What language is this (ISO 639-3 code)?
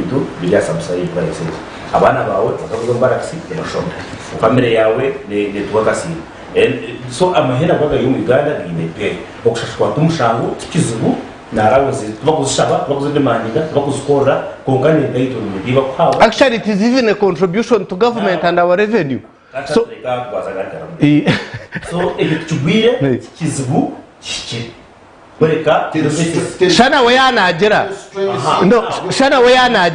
nyn